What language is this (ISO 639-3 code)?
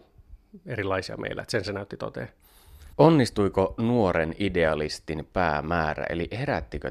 fin